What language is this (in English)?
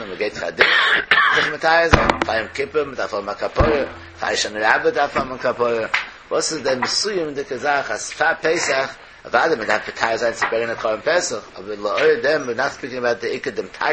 Yiddish